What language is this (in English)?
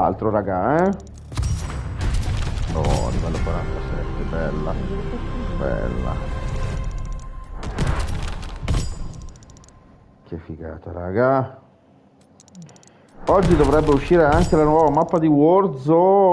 Italian